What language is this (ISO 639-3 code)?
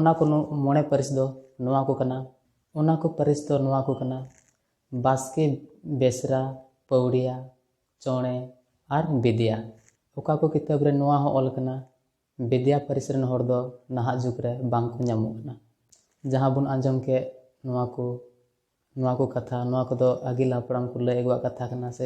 sat